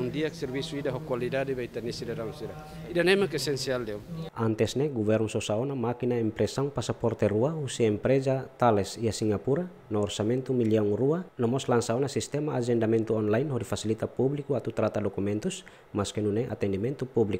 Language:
Tetum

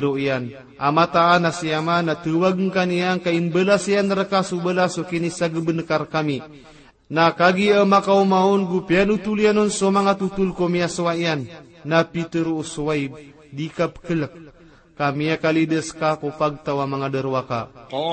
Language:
Maranao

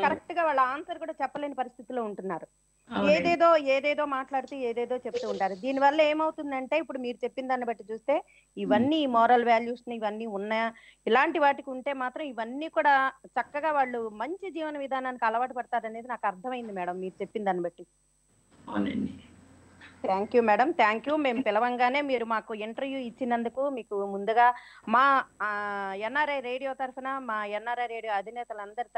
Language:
Telugu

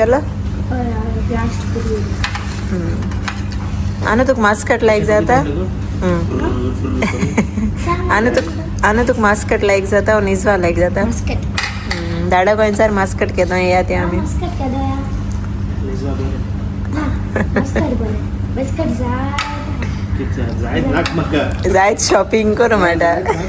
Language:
Konkani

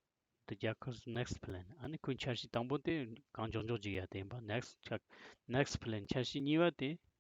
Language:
Tibetan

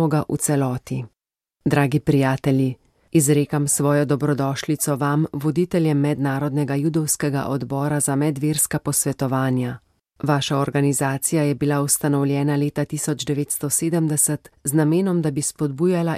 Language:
Slovenian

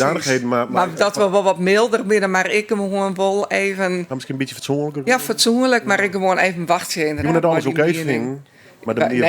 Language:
Western Frisian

